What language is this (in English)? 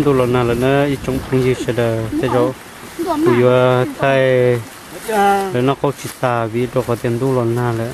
Hmong